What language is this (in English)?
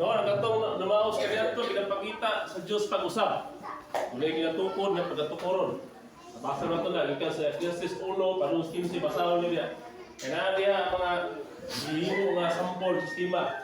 Cebuano